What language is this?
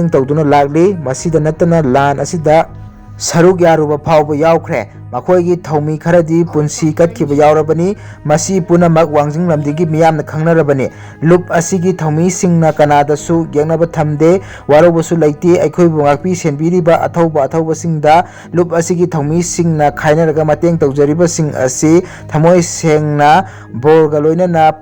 Manipuri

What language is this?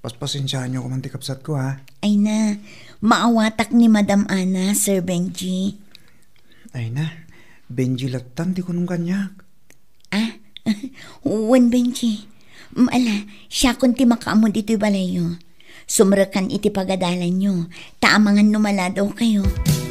Iloko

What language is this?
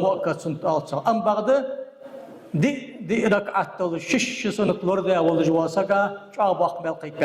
Ingush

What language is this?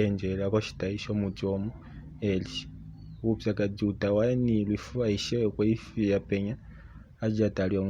Kuanyama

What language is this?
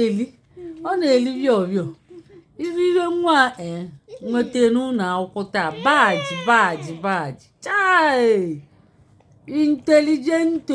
Igbo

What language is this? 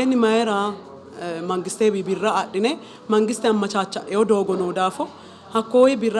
Sidamo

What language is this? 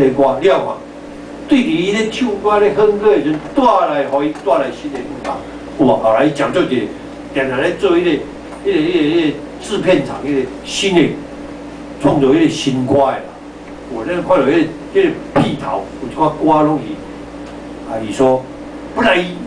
Min Nan Chinese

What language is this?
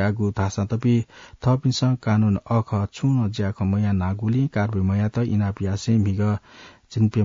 Newari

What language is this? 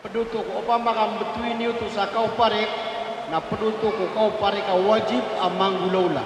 Maranao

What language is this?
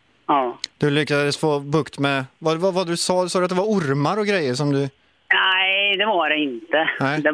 Swedish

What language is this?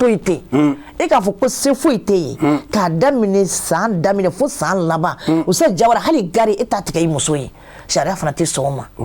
Bambara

